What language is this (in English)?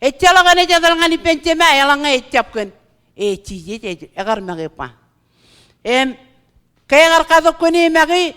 Marshallese